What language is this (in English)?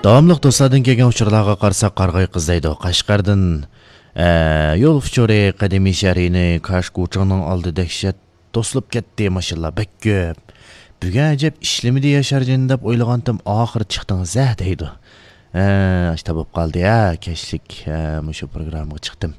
Uyghur